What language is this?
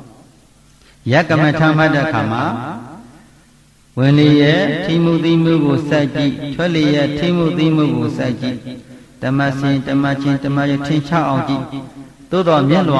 Burmese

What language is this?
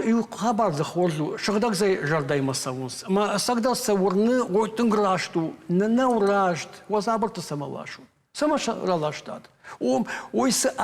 Ossetic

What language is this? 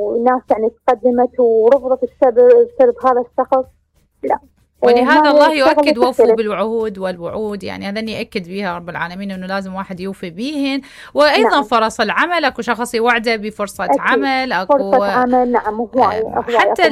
Mesopotamian Arabic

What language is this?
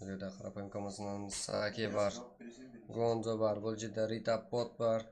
Kara-Kalpak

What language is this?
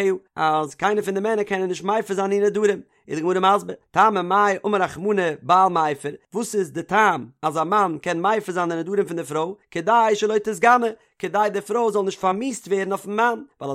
Yiddish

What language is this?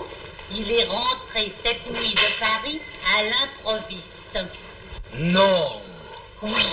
French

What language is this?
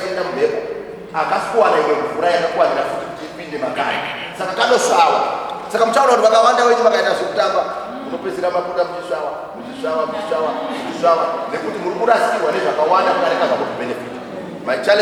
Shona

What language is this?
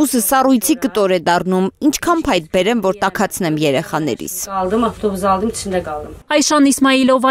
Armenian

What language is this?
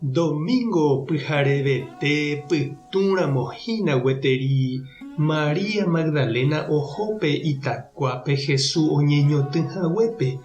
Guarani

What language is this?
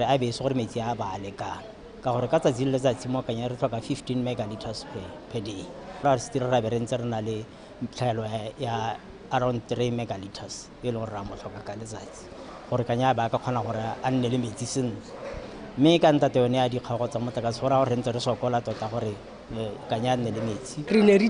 Tswana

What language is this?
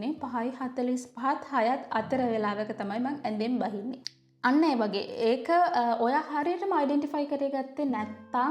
Sinhala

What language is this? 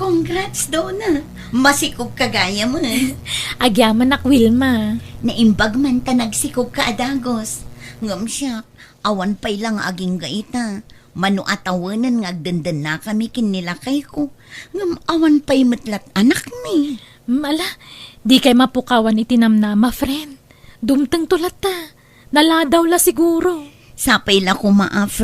Iloko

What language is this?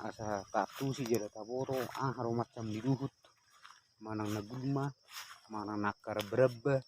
Batak Toba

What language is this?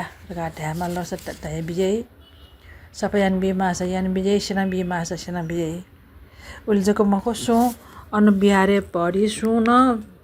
Newari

